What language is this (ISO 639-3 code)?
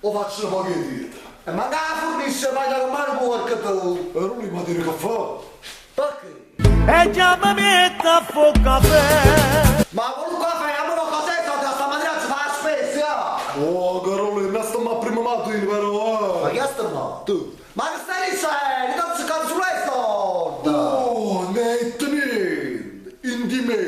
nap